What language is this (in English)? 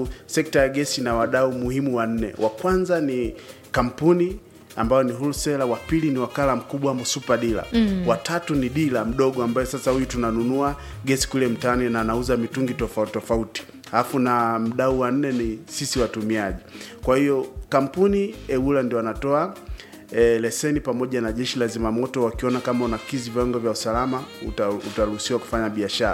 Swahili